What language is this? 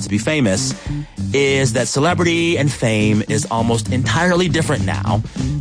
English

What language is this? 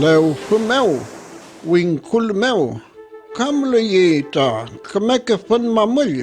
Mapuche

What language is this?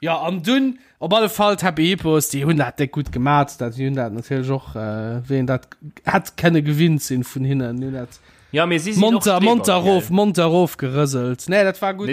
Luxembourgish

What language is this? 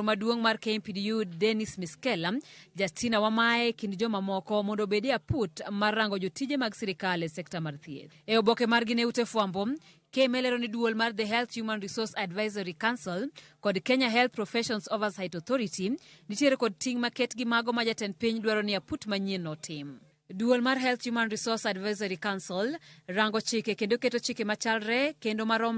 Luo (Kenya and Tanzania)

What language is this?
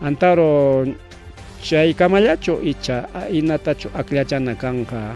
Ayacucho Quechua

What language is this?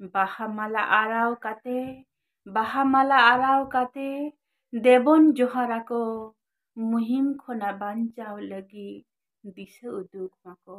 Santali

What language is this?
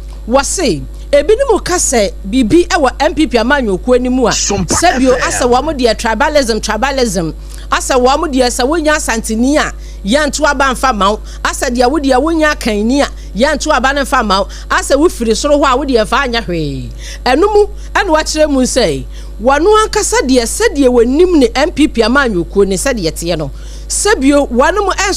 Akan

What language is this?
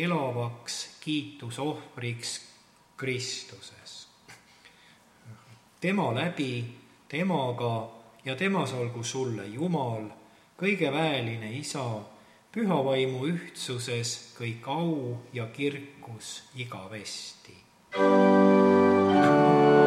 Estonian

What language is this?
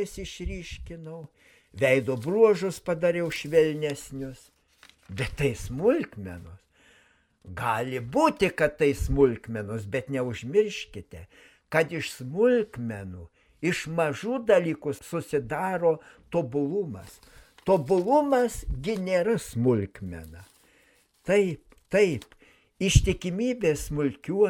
Lithuanian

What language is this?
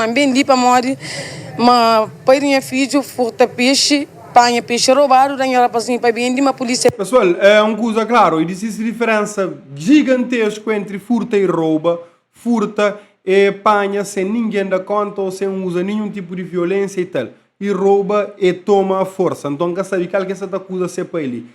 Kabuverdianu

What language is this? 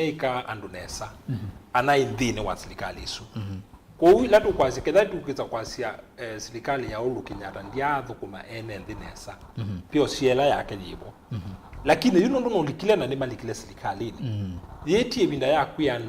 Kamba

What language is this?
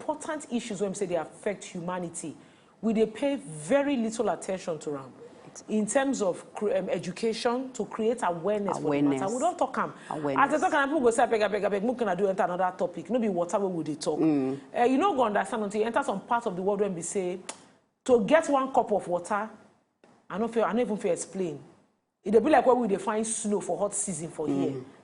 Nigerian Pidgin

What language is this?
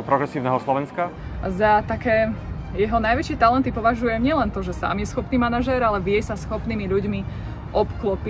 Slovak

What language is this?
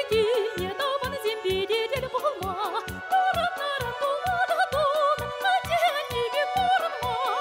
Chuvash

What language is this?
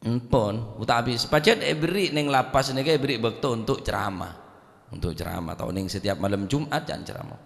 Madurese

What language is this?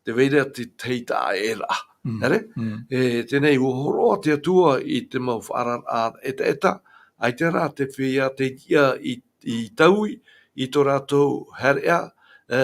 Tahitian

